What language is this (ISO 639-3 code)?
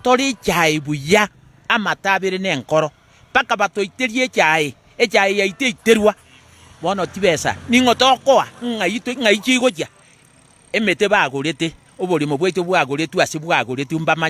guz